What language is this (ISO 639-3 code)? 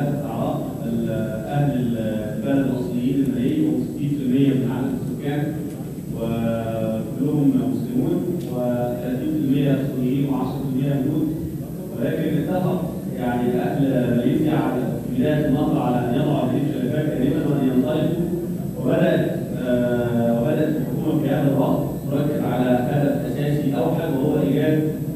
ara